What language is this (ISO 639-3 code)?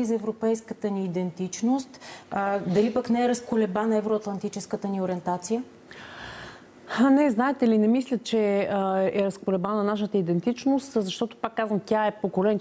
bul